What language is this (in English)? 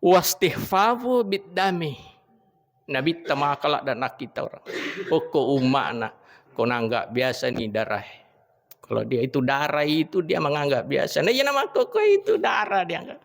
Buginese